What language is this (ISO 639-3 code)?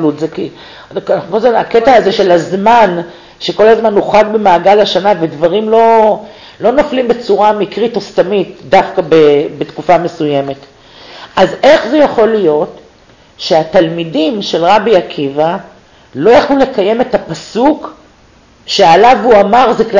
heb